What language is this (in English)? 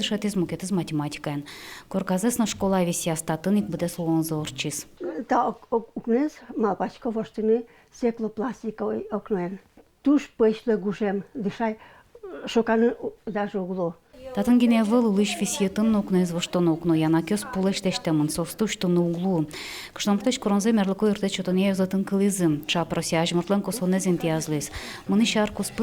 Udmurt